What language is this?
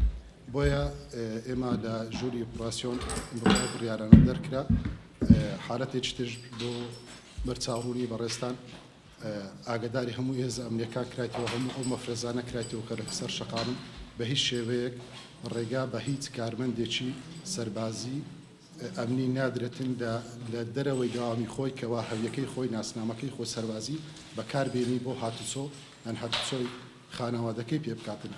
Central Kurdish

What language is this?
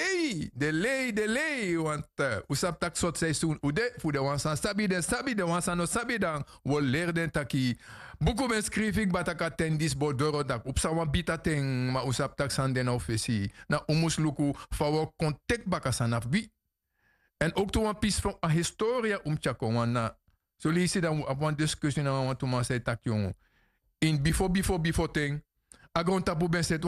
Sranan Tongo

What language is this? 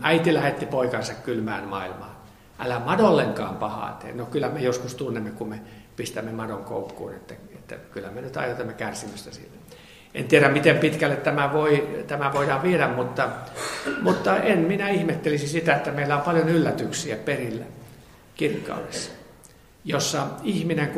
Finnish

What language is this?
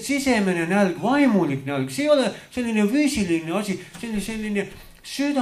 Estonian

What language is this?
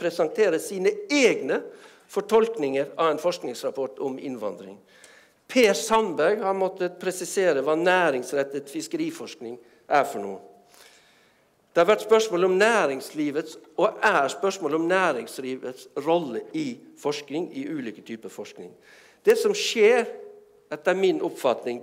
Norwegian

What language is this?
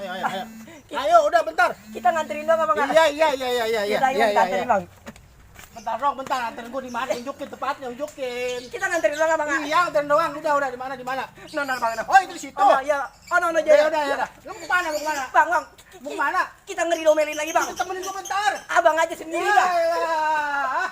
Betawi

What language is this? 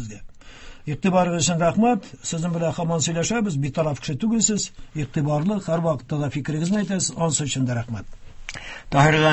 Tatar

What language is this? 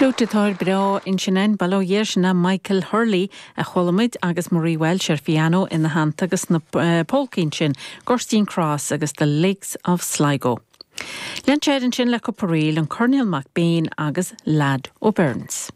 Irish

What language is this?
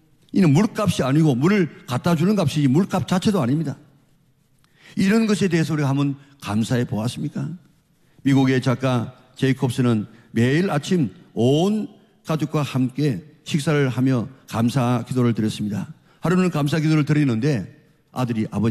Korean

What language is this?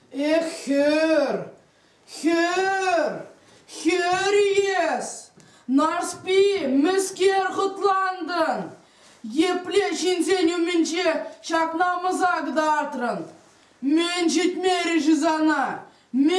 Chuvash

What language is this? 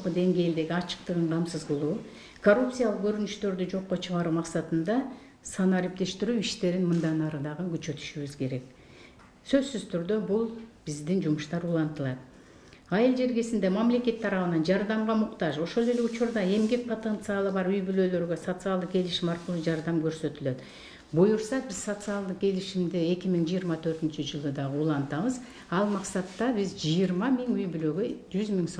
Kyrgyz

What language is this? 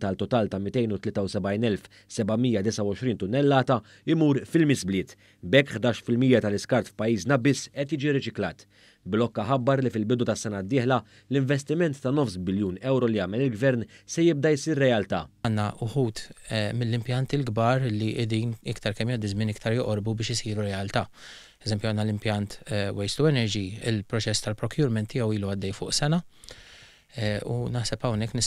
Maltese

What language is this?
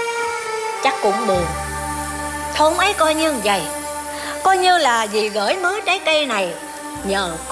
Vietnamese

